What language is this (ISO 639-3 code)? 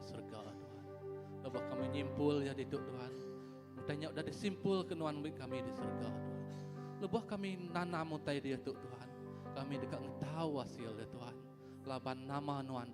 iba